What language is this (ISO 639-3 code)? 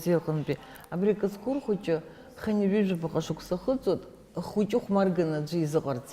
abk